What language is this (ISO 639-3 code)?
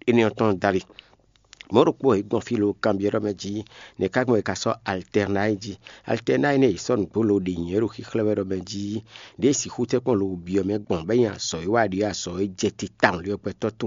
fon